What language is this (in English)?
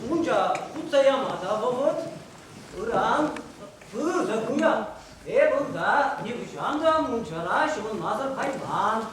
Chuvash